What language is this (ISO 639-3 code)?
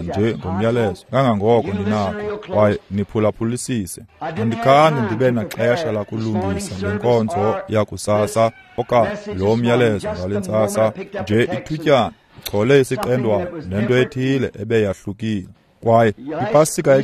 xho